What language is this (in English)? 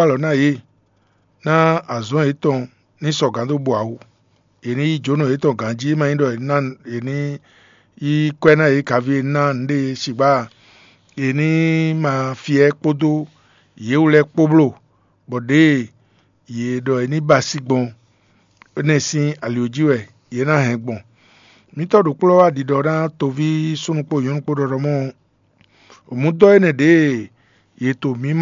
Fon